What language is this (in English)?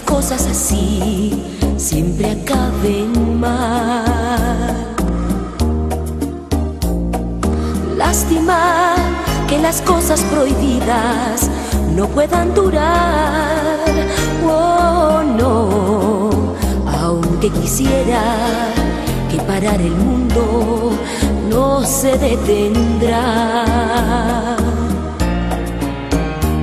Spanish